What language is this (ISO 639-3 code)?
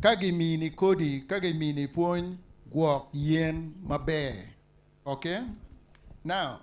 ach